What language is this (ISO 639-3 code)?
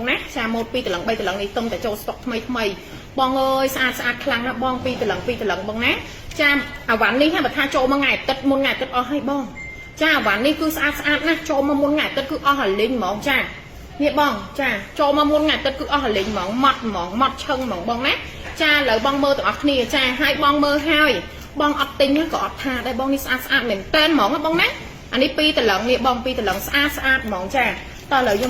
khm